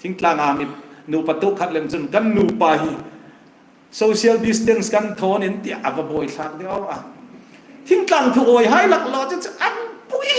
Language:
Hmar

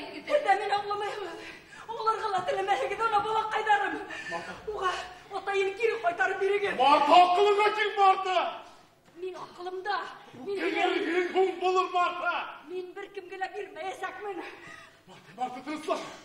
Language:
Bashkir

